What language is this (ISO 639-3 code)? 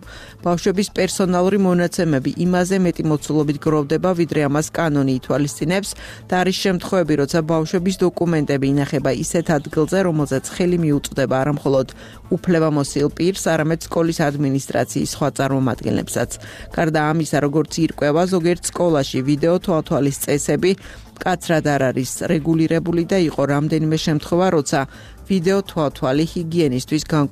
kat